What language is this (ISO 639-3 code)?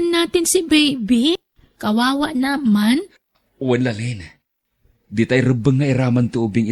ilo